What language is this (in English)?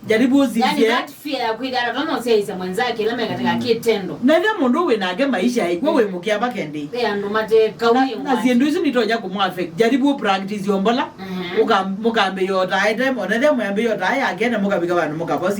Kamba